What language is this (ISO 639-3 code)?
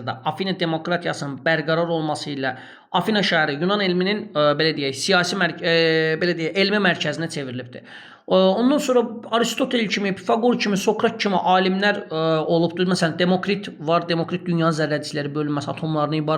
aze